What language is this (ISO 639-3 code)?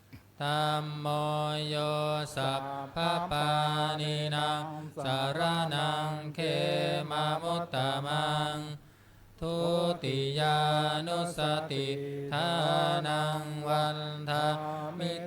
pli